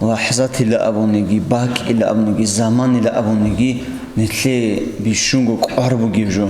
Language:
Avaric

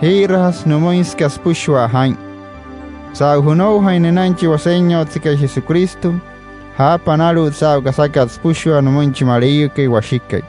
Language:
Wayuu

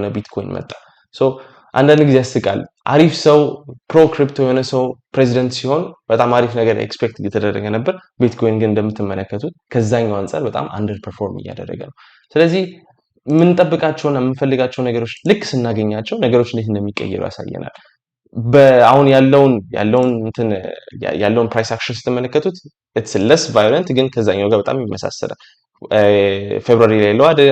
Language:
Amharic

